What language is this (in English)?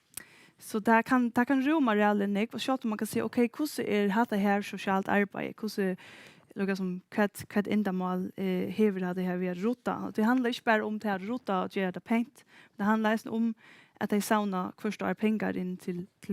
Faroese